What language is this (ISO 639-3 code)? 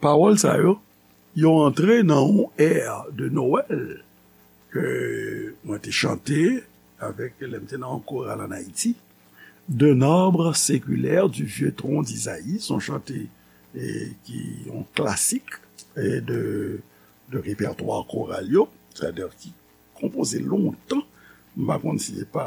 hat